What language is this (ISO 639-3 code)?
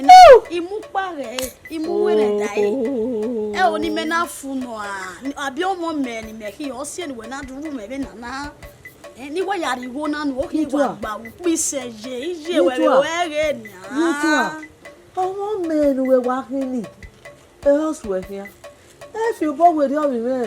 bin